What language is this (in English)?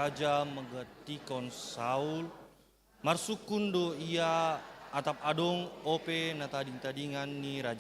Batak Simalungun